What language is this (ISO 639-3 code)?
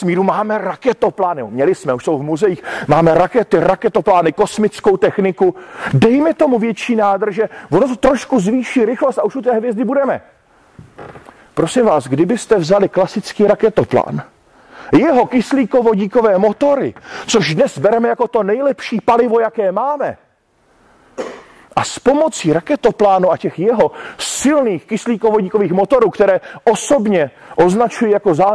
ces